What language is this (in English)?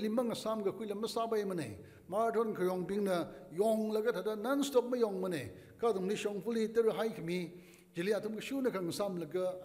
Tangkhul Naga (India)